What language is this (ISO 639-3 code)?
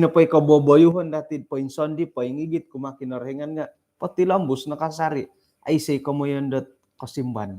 dtp